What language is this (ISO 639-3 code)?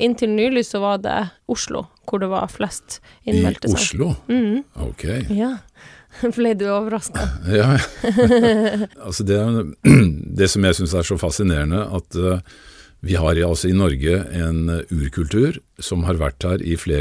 nor